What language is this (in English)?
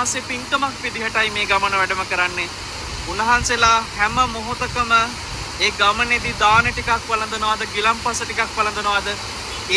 Sinhala